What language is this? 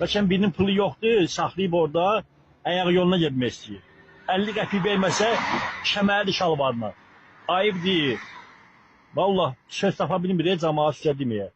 Azerbaijani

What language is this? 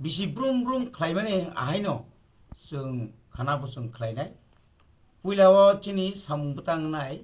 Kok Borok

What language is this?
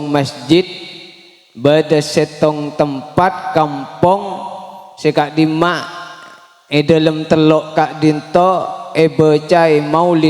Madurese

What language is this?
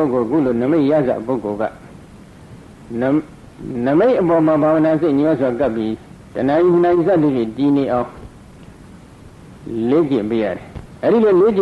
Burmese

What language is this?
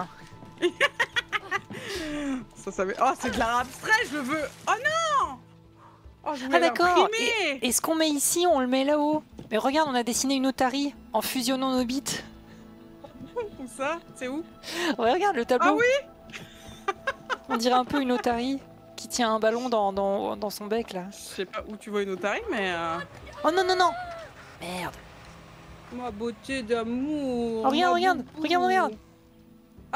French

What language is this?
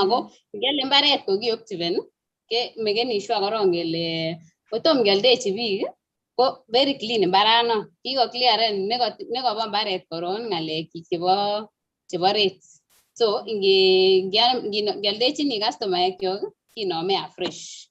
Kalenjin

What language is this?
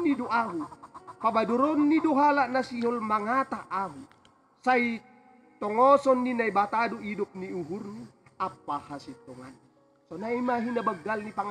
Batak Simalungun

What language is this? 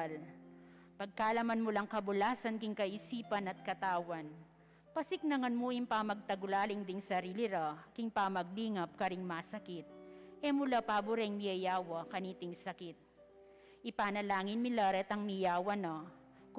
Pampanga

